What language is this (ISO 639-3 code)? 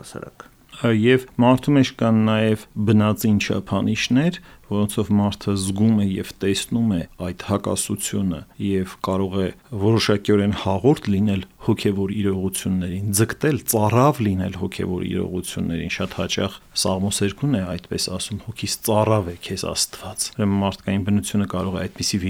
hye